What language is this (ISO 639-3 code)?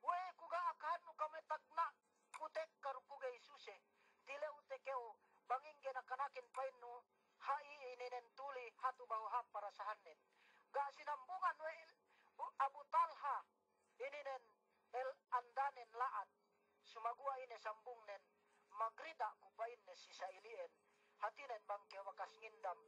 yka